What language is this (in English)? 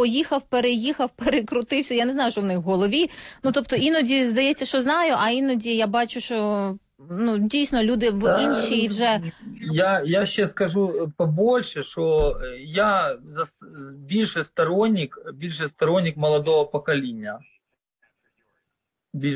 Ukrainian